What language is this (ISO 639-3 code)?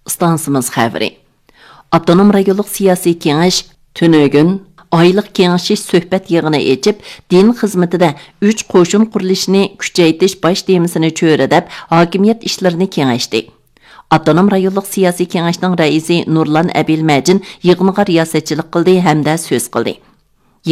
uig